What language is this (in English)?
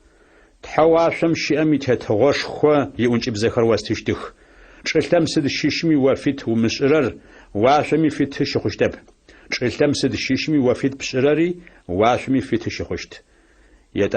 Adyghe